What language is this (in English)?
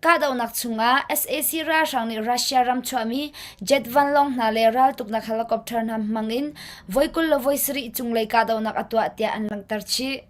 Hakha Chin